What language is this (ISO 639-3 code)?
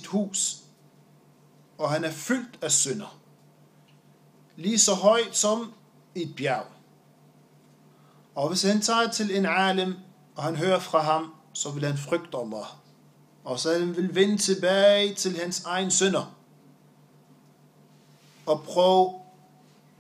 dan